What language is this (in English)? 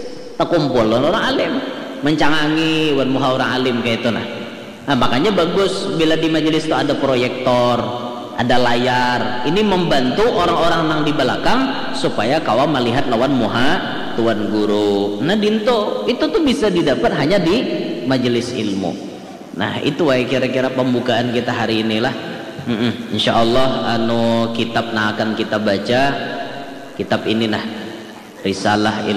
Banjar